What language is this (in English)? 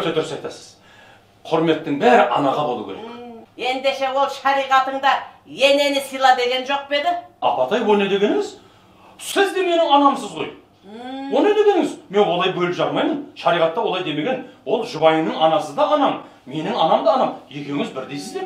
Kazakh